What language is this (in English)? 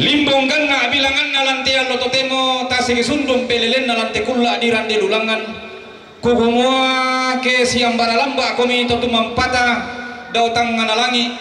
Toraja-Sa'dan